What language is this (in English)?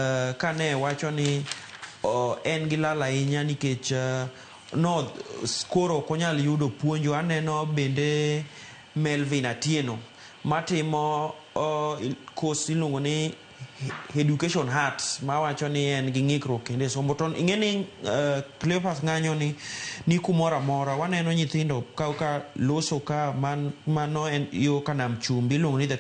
Luo (Kenya and Tanzania)